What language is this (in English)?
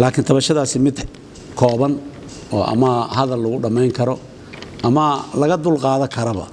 Somali